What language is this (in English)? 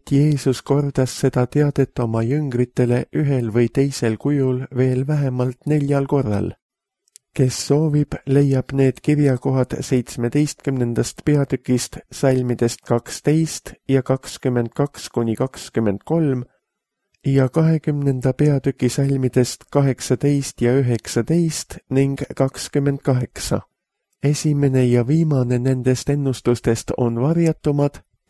Estonian